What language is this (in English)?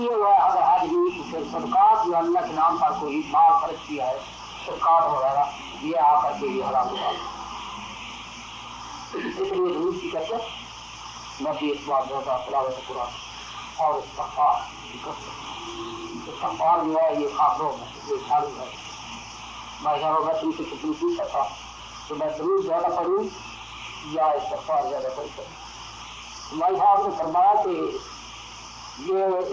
Urdu